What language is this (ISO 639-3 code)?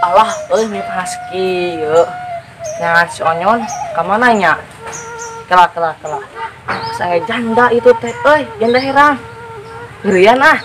sun